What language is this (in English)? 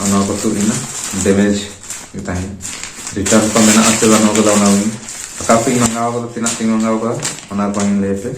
Santali